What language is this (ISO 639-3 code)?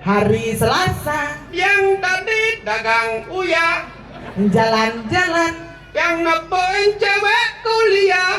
ban